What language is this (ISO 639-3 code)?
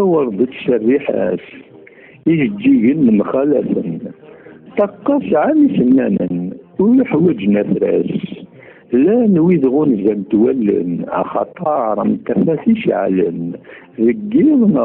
kab